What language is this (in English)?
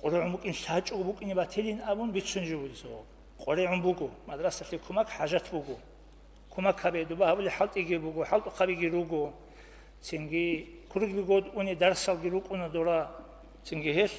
Avaric